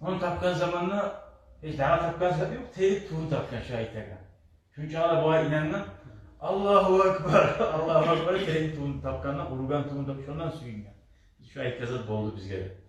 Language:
Kumyk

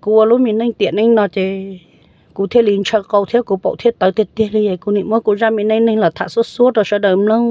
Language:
Hmong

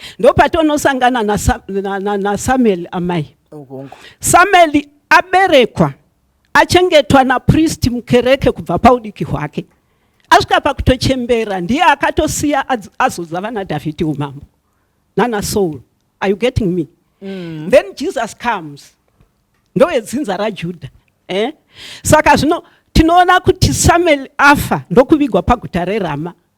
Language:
Shona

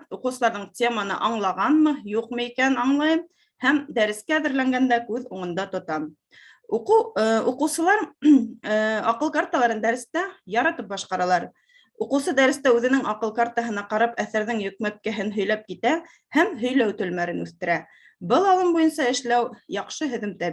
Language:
Bashkir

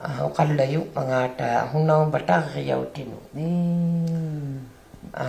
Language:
Inuktitut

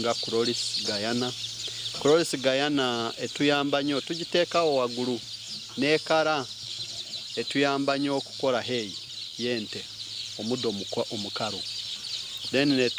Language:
Nyankole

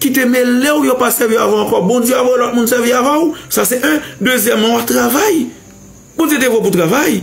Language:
Haitian Creole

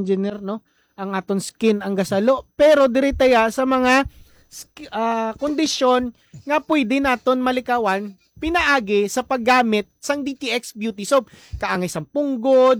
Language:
Hiligaynon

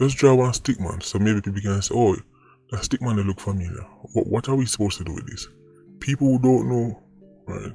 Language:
Jamaican Creole English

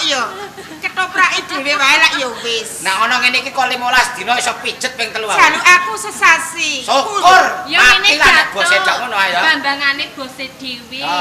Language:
Javanese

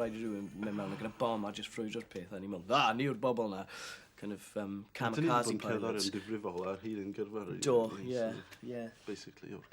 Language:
Welsh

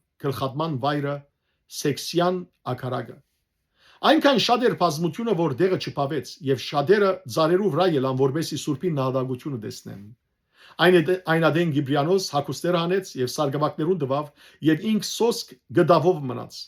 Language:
Western Armenian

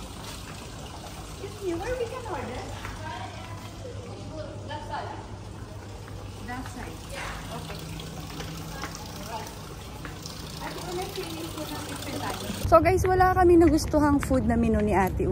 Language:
Filipino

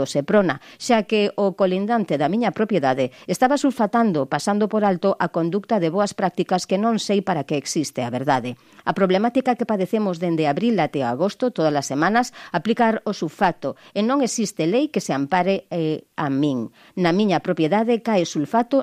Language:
Galician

